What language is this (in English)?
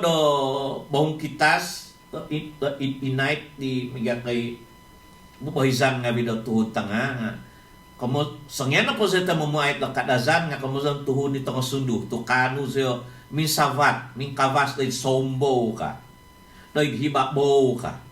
Central Dusun